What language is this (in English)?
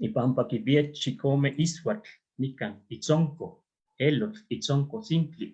Eastern Huasteca Nahuatl